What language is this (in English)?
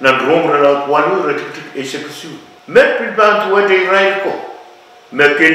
Pohnpeian